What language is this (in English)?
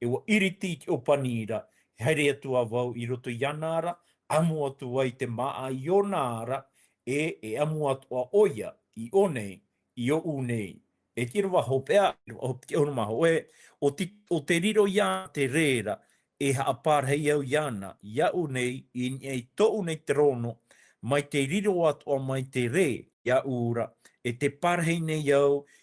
Tahitian